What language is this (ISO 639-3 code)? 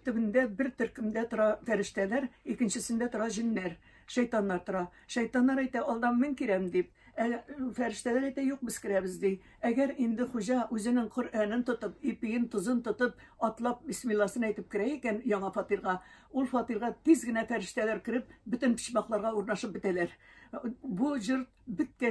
tat